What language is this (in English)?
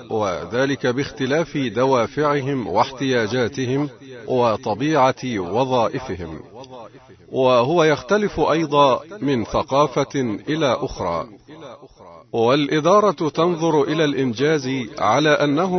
Arabic